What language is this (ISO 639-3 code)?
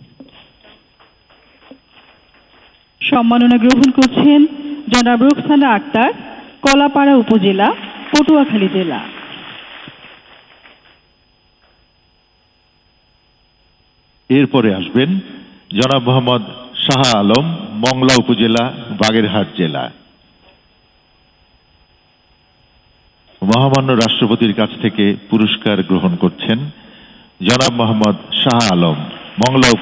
ben